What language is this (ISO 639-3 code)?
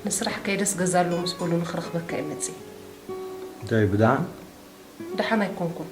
tir